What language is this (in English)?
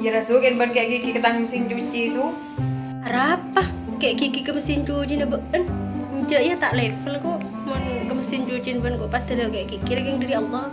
Madurese